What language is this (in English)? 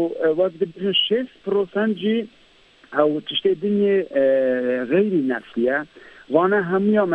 Kurdish